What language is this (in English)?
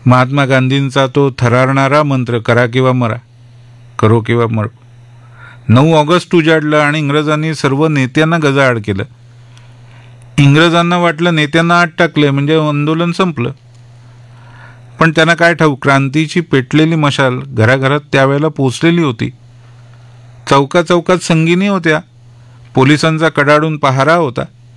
Marathi